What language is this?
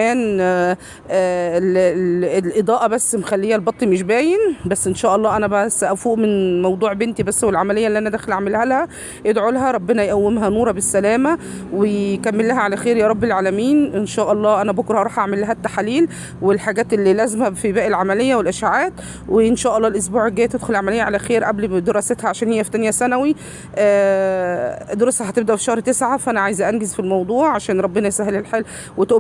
Egyptian Arabic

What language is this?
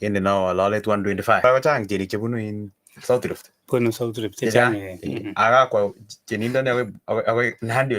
Kalenjin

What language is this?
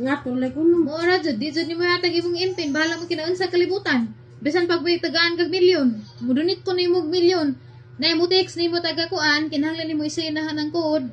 Cebuano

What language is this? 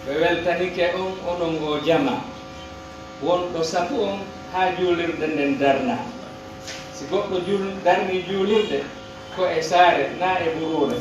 Pular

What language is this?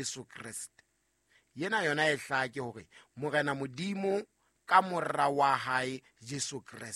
Southern Sotho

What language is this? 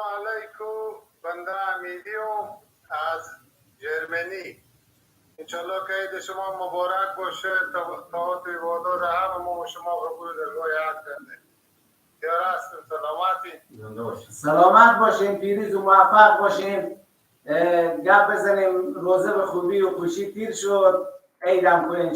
Persian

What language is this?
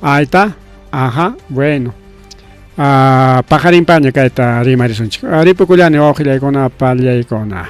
Ayacucho Quechua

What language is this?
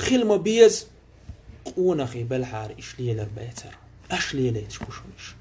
Chechen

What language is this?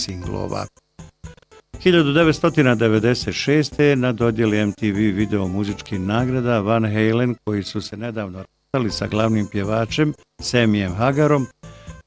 Bosnian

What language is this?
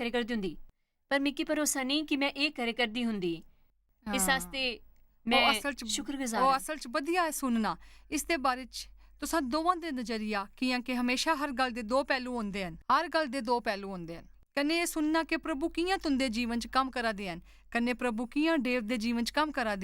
Dogri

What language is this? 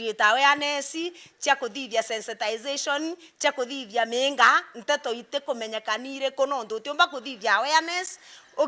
Meru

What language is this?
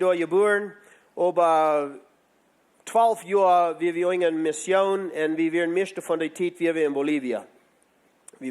Plautdietsch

